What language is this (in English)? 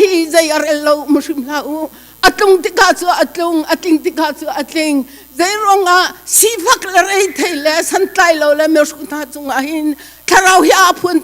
Hakha Chin